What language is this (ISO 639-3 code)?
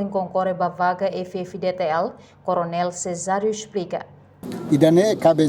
tet